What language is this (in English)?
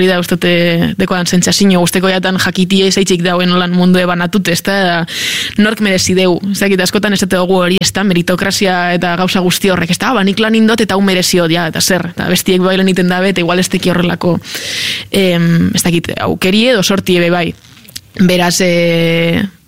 Basque